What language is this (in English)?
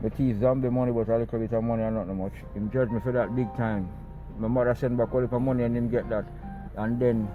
Jamaican Creole English